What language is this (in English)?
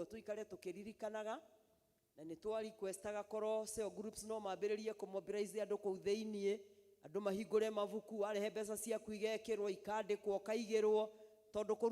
Kikuyu